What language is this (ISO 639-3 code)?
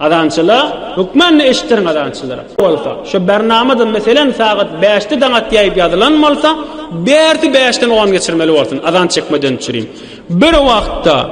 tuk